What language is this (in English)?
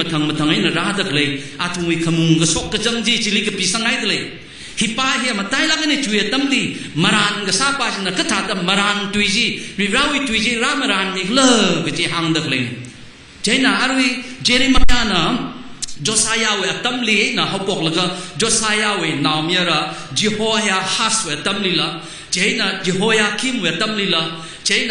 Tangkhul Naga (India)